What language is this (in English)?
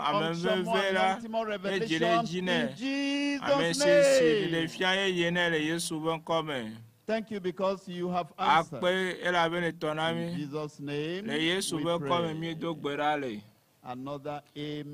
Ewe